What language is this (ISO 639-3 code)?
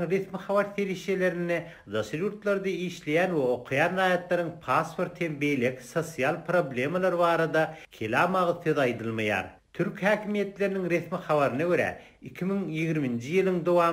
tuk